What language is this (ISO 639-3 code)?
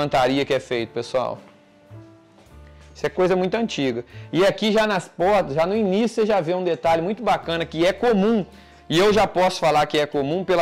por